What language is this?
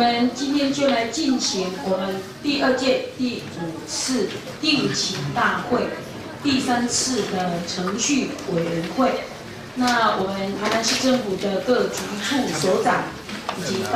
Chinese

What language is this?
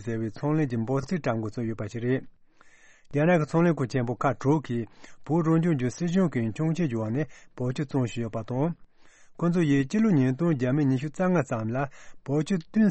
Tibetan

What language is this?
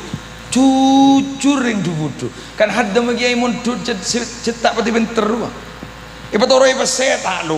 Madurese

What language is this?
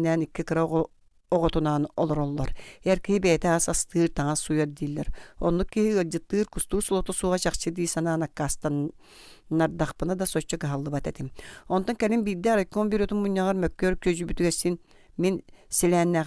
Yakut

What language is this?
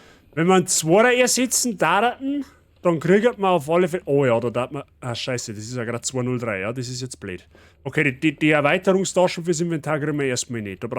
Bavarian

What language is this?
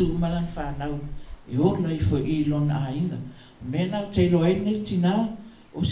Samoan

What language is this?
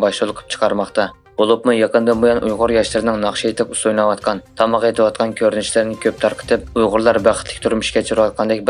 Uyghur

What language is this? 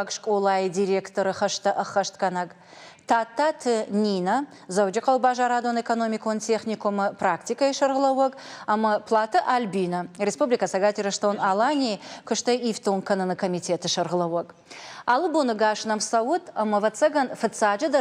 Ossetic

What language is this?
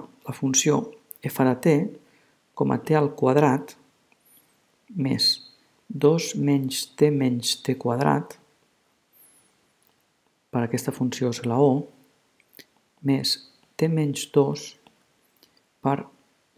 Catalan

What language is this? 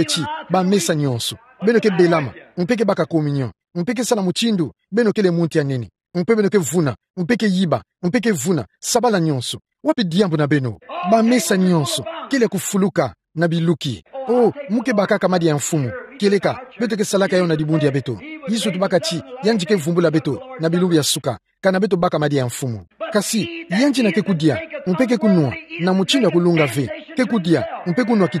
Kituba (Democratic Republic of Congo)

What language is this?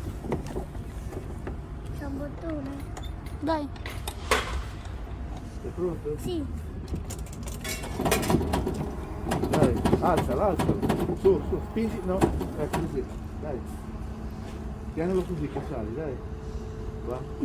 Italian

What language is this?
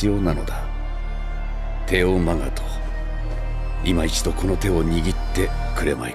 Japanese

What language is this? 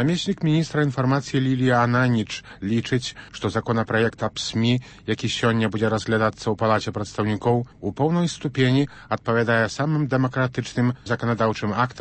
Belarusian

